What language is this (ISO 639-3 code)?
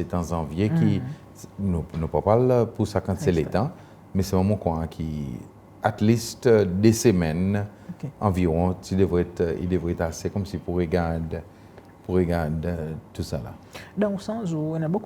crs